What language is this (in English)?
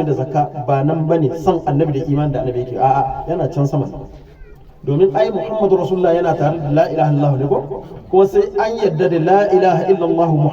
Hausa